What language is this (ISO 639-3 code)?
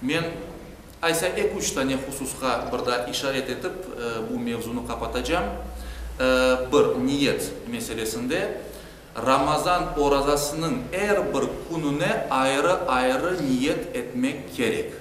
crh